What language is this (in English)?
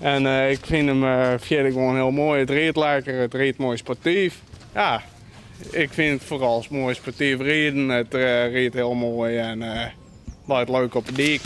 Western Frisian